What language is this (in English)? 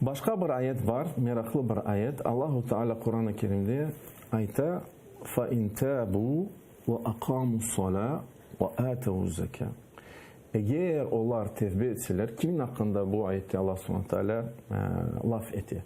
Crimean Tatar